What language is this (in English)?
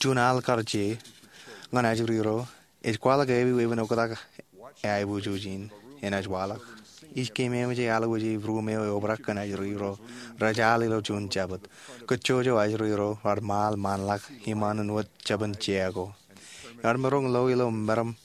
Marshallese